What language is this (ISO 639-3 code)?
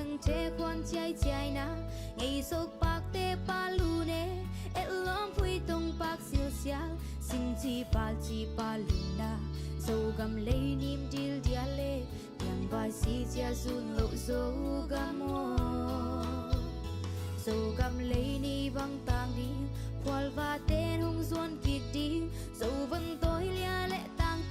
ctd